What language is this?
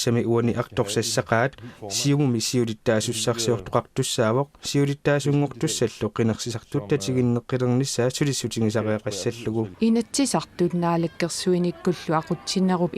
Kalaallisut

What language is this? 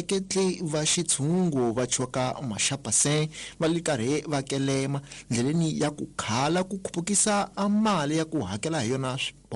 Tsonga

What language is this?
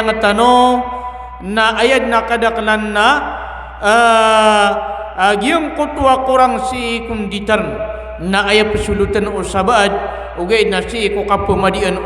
Maranao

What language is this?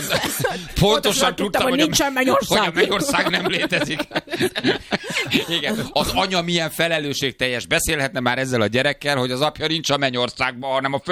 Hungarian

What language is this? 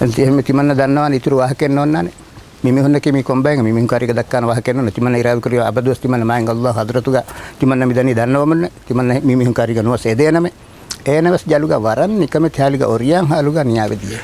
Divehi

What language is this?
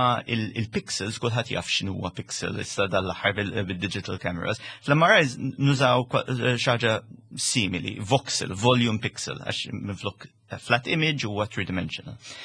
Maltese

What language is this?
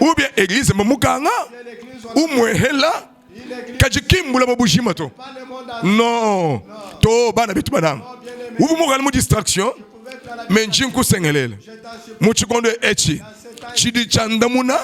Luba-Lulua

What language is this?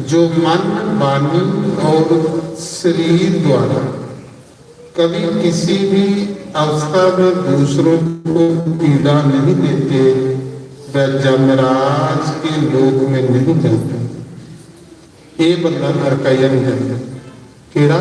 Dogri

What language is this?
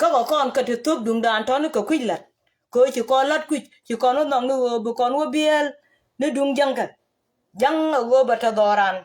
Nuer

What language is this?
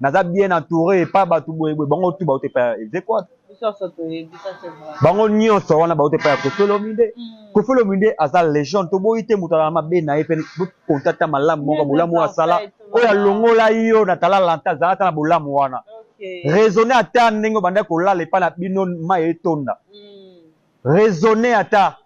Lingala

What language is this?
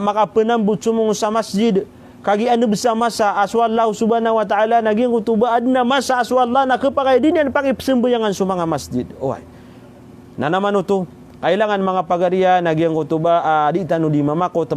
Maranao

